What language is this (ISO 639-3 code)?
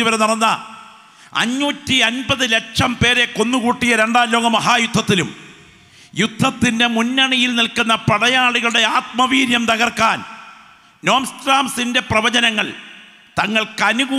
mal